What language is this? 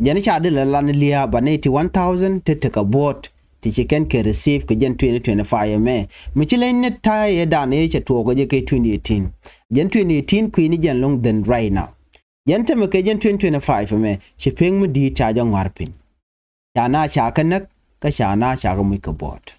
Nuer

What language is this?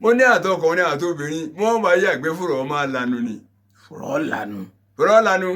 Yoruba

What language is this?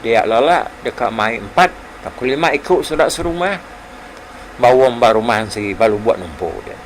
Iban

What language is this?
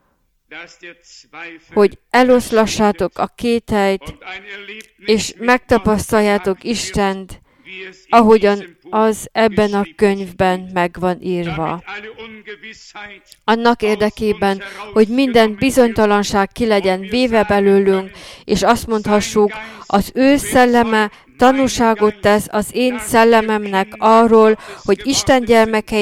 Hungarian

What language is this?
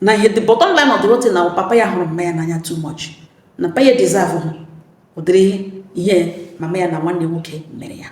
Igbo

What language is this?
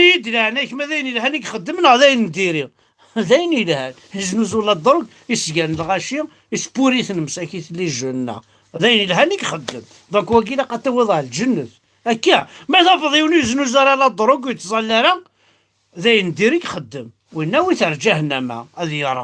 Kabyle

